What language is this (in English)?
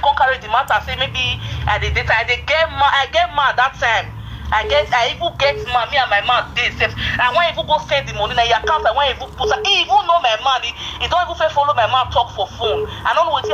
Nigerian Pidgin